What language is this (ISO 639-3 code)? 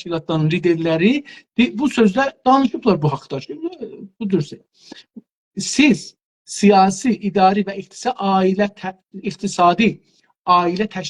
azb